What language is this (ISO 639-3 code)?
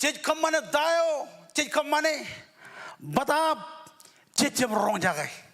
mah